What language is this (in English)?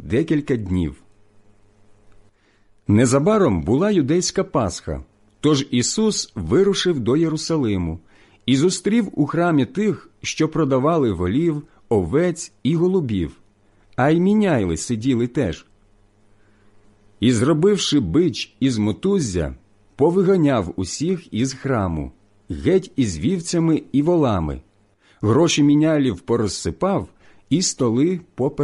Ukrainian